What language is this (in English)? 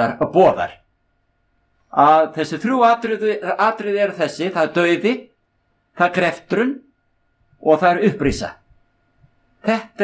Icelandic